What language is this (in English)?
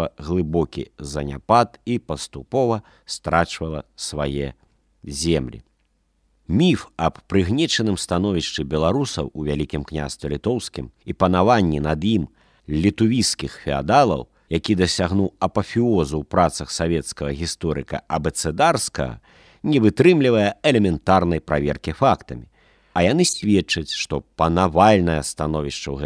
Belarusian